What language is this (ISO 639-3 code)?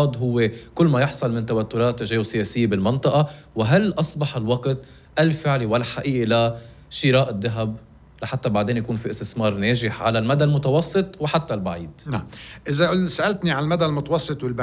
apc